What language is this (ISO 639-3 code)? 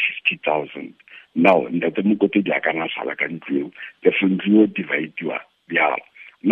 tsn